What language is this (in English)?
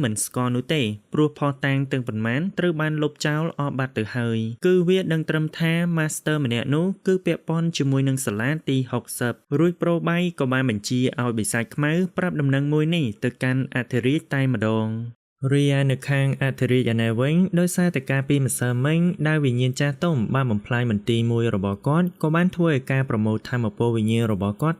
Khmer